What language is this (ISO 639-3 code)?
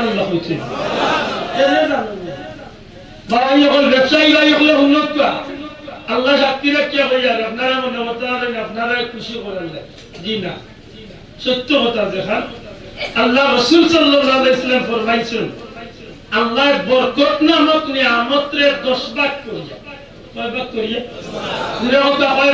syl